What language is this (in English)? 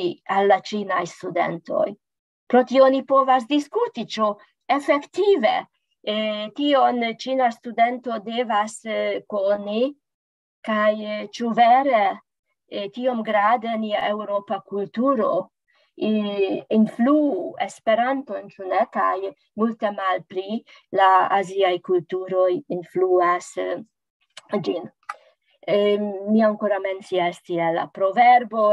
Esperanto